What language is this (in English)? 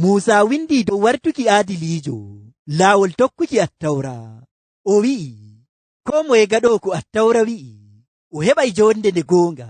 Fula